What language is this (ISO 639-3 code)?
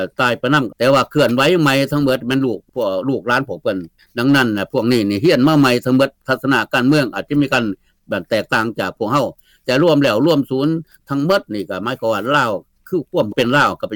lao